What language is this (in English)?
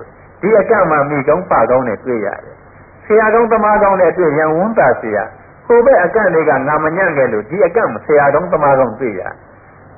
Burmese